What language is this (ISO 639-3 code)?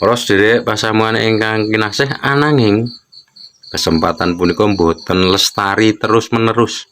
jav